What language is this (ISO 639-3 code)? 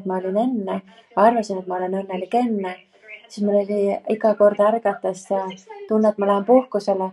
est